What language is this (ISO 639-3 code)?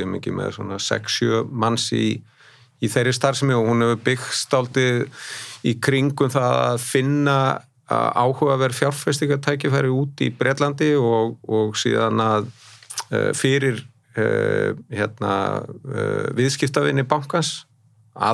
isl